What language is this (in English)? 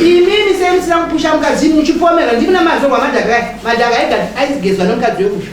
Shona